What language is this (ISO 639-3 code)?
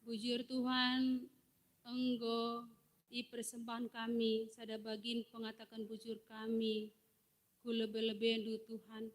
btx